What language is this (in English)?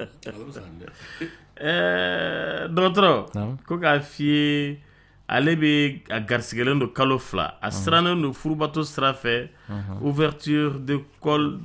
Dyula